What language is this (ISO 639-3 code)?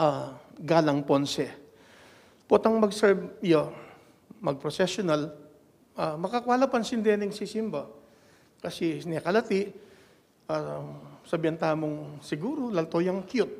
pam